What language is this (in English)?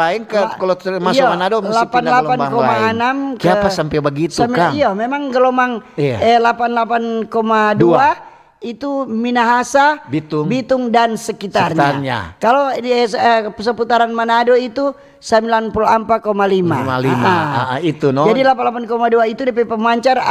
Manado Malay